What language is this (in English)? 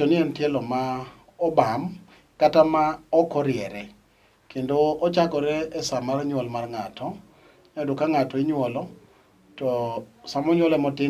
Luo (Kenya and Tanzania)